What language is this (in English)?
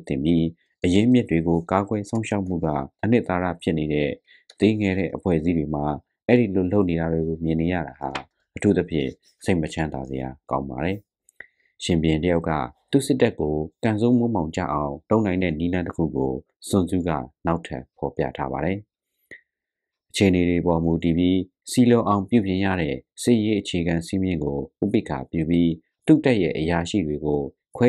Burmese